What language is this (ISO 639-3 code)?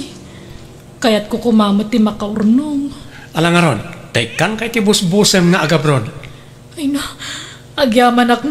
ilo